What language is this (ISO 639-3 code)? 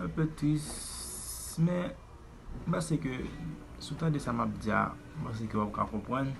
hat